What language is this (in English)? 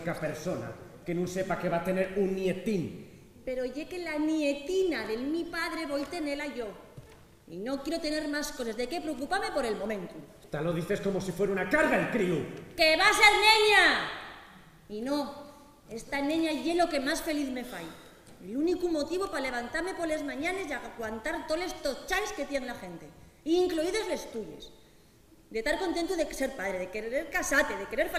Asturian